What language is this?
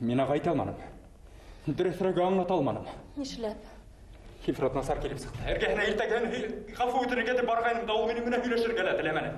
Bashkir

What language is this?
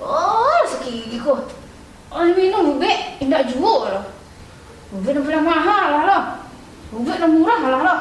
Minangkabau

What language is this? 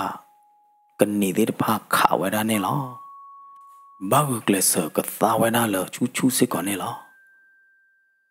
S'gaw Karen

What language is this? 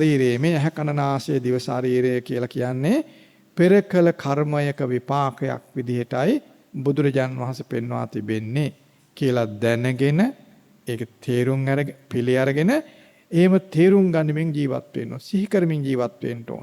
Sinhala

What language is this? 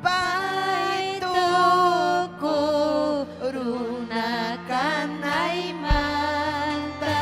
Ayacucho Quechua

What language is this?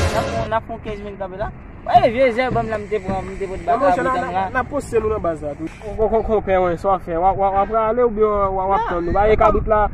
Haitian Creole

